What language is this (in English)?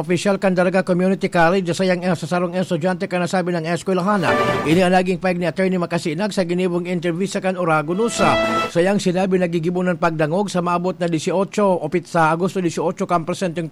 Bikol